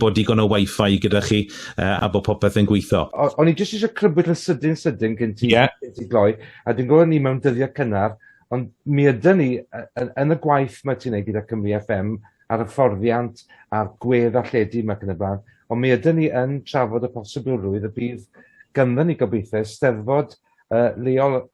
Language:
Welsh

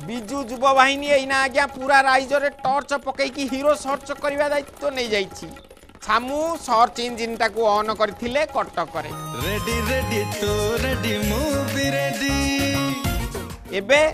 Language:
Odia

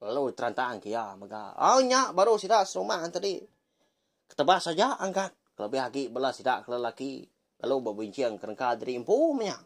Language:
Iban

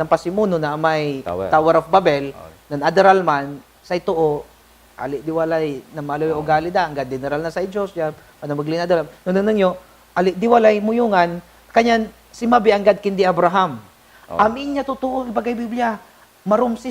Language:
Pangasinan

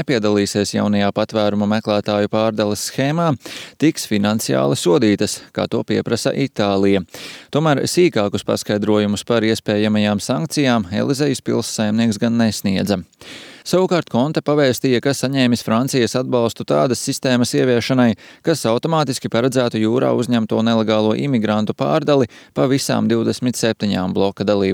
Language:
Latvian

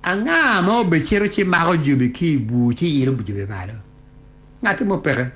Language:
Acoli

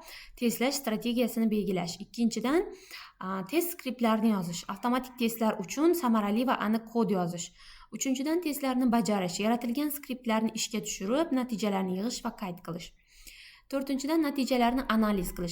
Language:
Uzbek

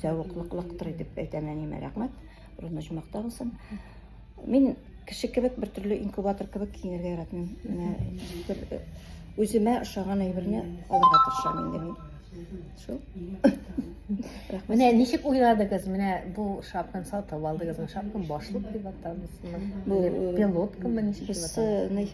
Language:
Tatar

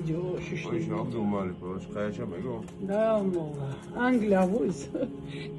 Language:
Chechen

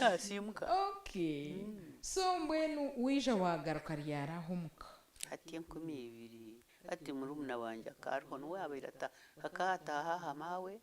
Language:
Nyankole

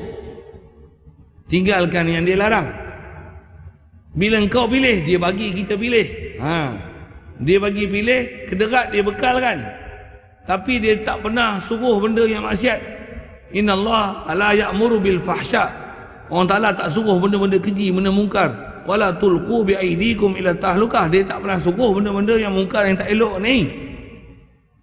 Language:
Malay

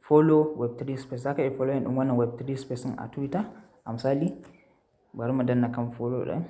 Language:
Hausa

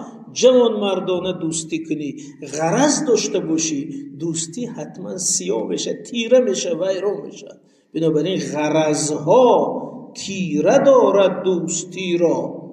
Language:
Tajik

